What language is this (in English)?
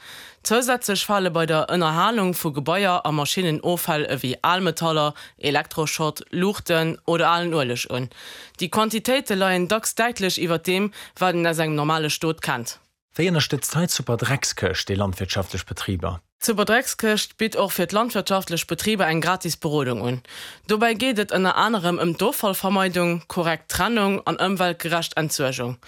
Luxembourgish